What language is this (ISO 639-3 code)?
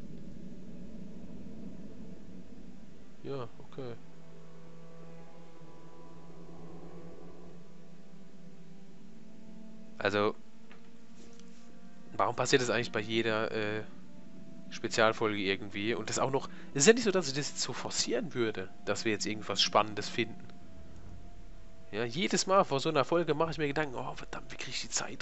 deu